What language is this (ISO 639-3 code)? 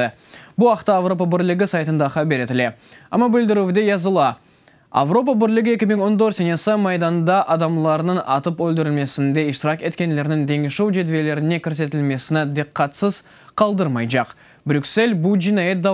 crh